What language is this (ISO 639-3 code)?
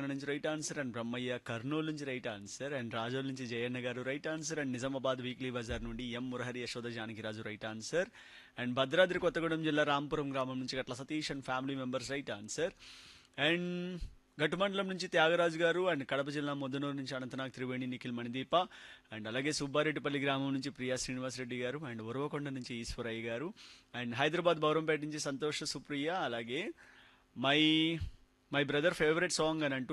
tel